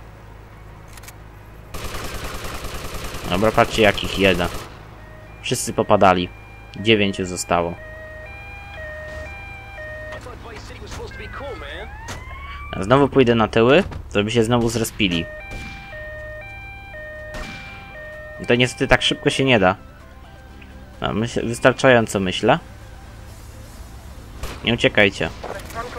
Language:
Polish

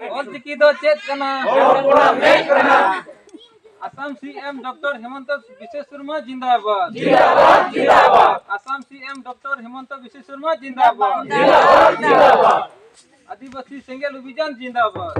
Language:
Santali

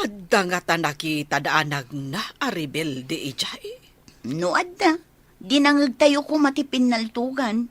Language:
Iloko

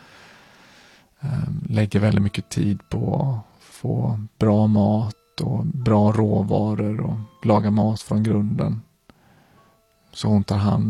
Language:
Swedish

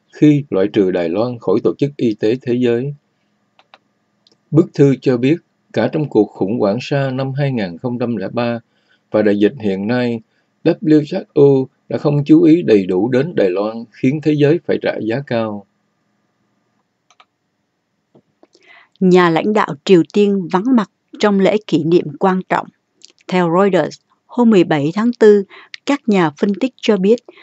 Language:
Vietnamese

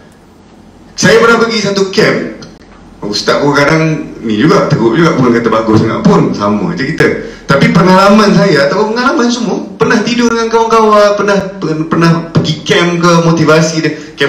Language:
Malay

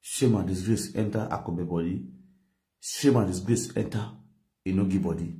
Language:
Nigerian Pidgin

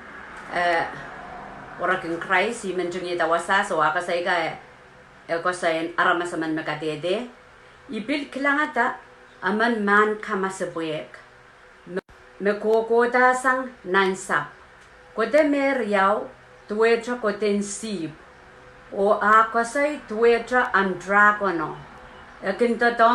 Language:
Pohnpeian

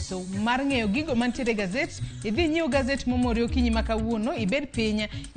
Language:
Luo (Kenya and Tanzania)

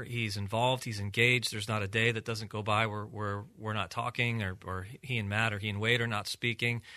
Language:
English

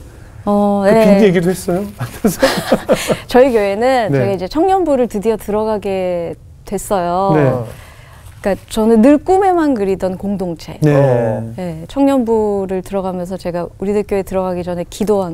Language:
Korean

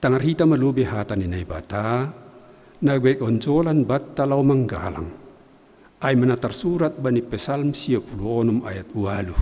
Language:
Batak Simalungun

